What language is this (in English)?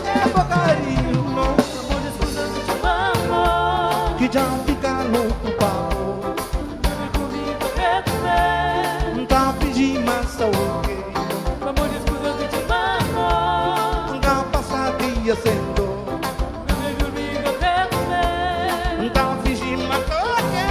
Kabuverdianu